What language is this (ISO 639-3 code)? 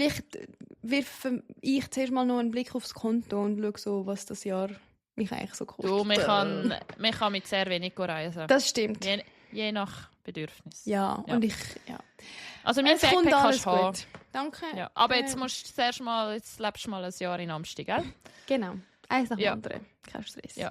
gsw